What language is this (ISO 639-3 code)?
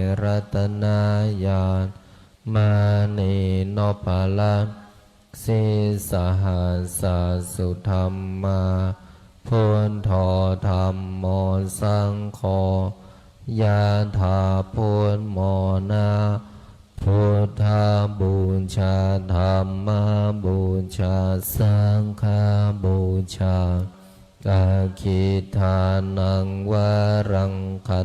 pli